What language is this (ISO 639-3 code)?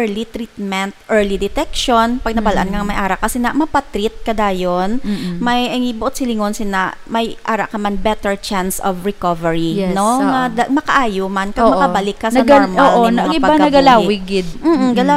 hil